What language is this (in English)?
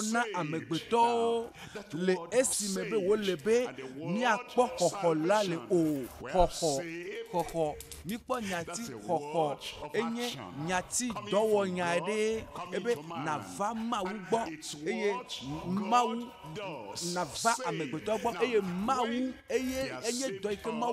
Ewe